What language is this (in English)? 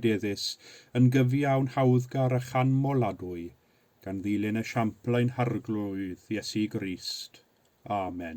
Welsh